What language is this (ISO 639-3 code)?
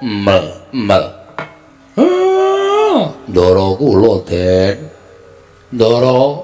jav